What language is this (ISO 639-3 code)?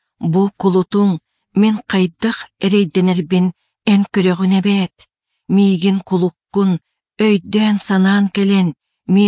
sah